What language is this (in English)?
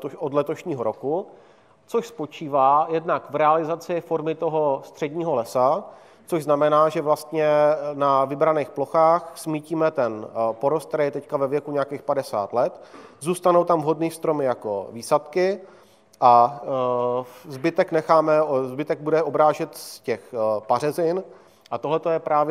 Czech